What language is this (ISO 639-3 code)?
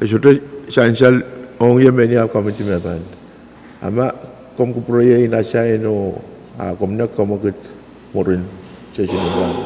pon